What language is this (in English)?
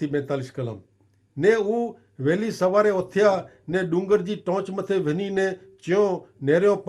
Kachhi